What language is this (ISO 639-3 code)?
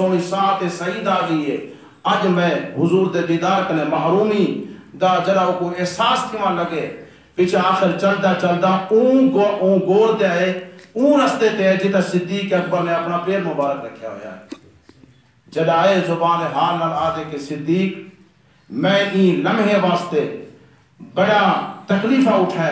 skr